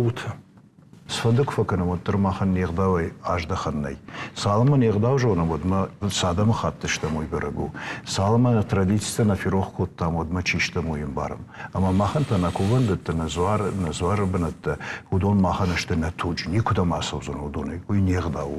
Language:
Ossetic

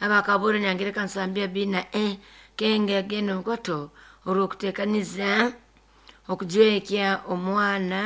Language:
Nyoro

